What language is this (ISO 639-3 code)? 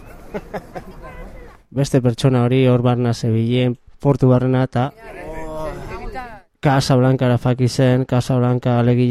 eus